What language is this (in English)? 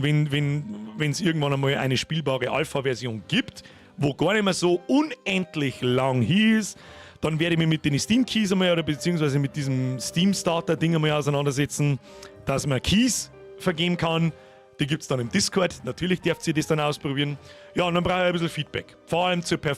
Bavarian